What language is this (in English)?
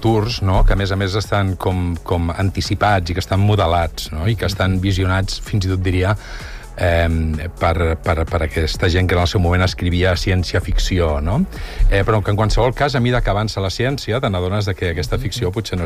Catalan